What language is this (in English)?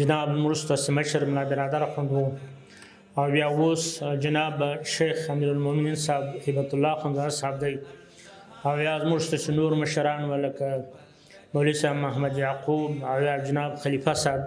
Pashto